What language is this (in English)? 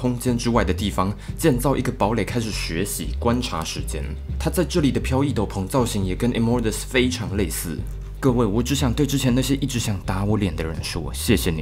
Chinese